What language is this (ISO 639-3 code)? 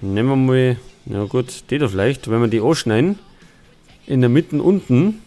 bar